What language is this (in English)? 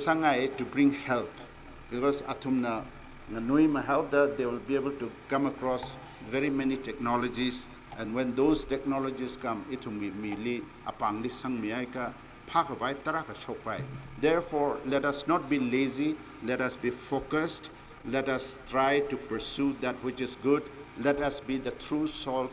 Tangkhul Naga (India)